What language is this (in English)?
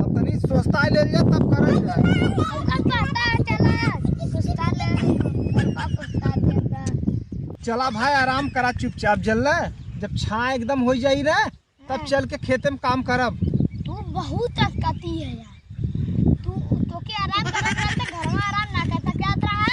Awadhi